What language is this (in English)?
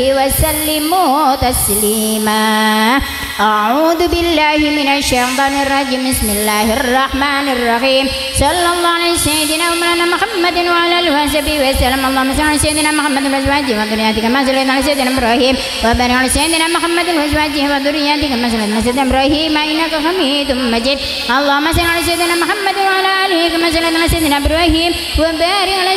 Arabic